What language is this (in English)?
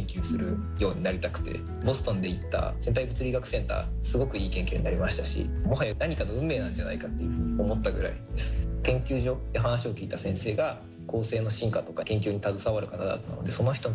Japanese